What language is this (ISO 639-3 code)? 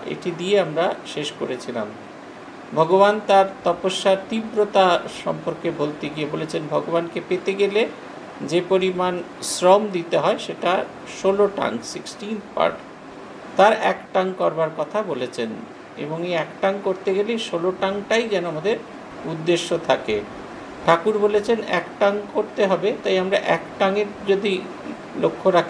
ben